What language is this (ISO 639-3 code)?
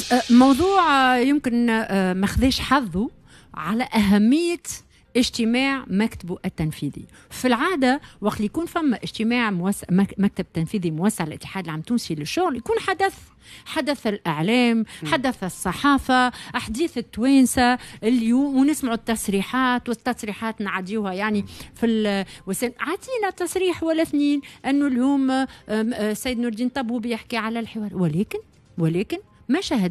aeb